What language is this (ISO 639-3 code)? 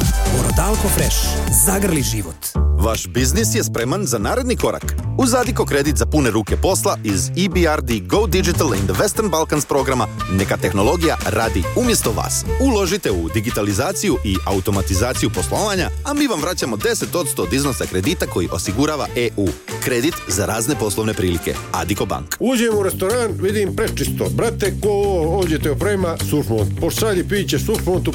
srp